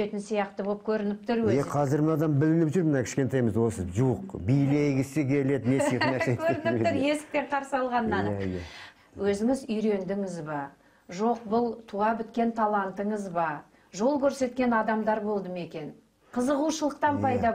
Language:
Kazakh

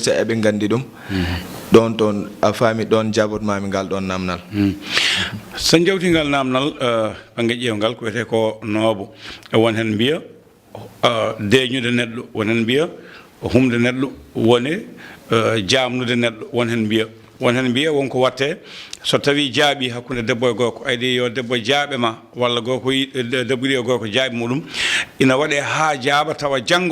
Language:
Fula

